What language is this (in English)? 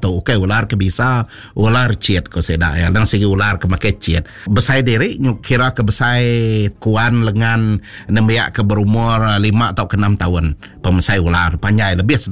Iban